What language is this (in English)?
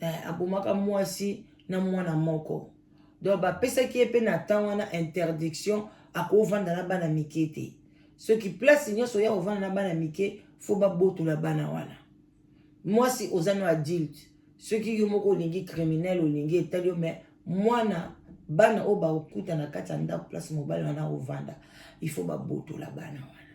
Lingala